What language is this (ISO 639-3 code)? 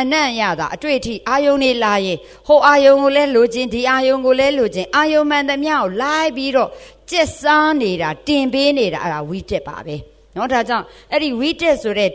mya